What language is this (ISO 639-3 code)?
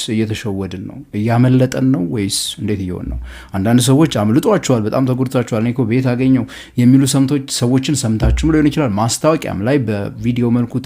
amh